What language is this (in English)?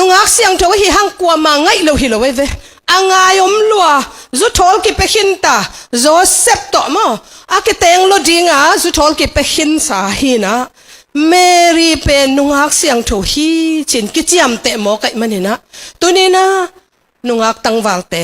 Tedim Chin